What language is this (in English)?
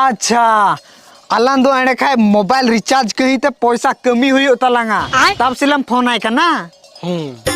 Santali